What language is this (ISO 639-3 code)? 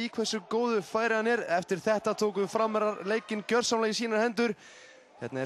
isl